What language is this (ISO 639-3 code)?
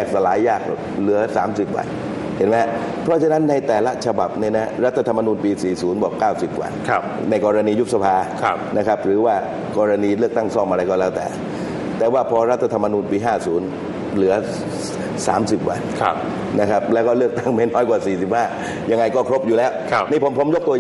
tha